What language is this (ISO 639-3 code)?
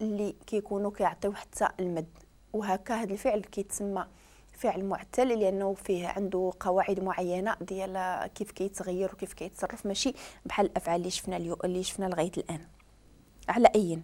ary